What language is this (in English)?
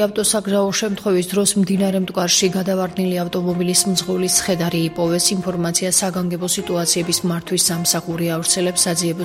Georgian